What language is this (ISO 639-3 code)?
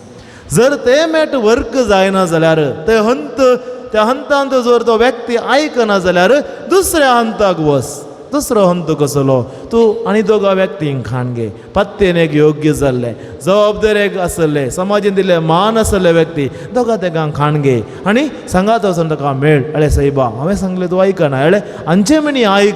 kok